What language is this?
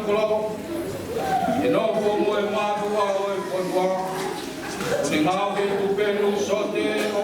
Tongan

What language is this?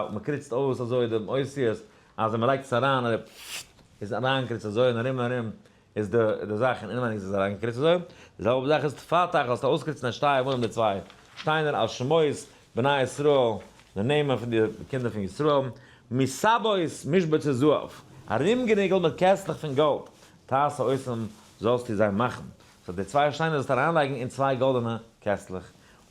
Yiddish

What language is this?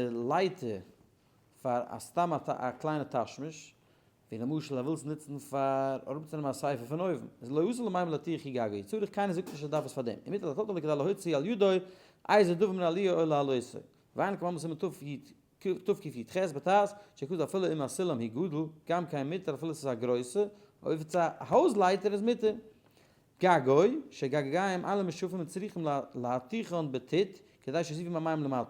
Yiddish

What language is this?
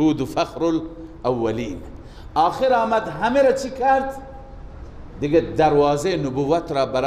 Persian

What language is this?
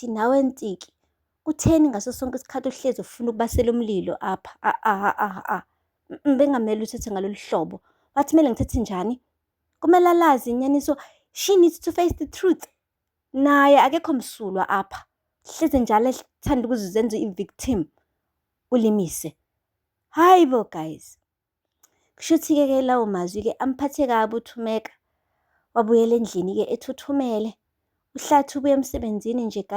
Zulu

